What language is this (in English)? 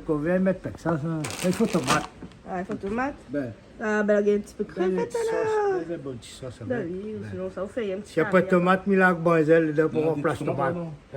Réunion Creole French